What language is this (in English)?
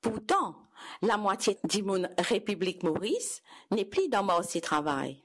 Morisyen